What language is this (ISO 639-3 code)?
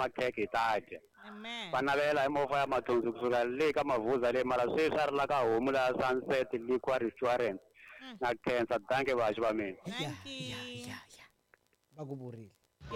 tso